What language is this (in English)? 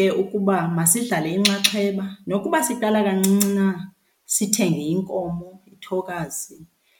Xhosa